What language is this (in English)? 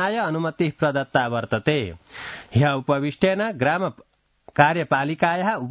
Sanskrit